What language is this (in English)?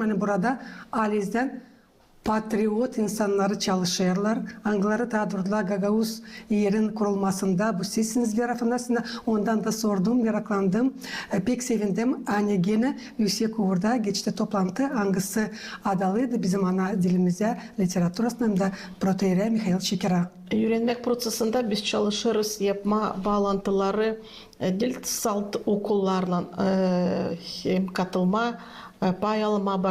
Gagauz